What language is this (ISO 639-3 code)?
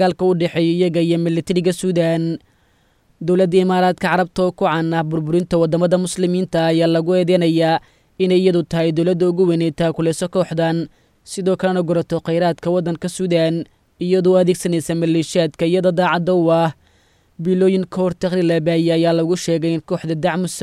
som